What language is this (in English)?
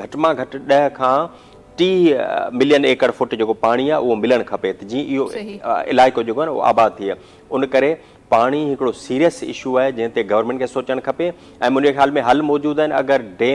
Sindhi